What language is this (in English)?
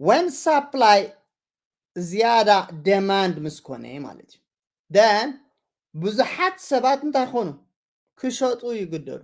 Tigrinya